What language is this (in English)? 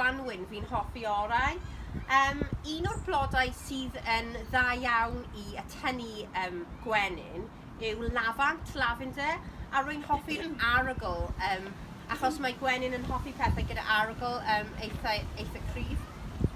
Welsh